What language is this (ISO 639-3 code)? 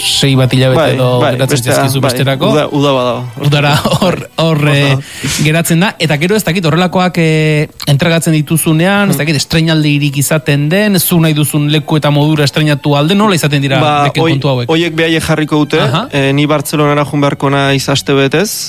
eus